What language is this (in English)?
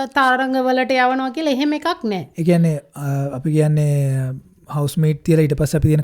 Sinhala